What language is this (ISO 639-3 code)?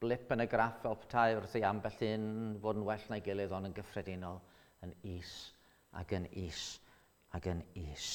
cym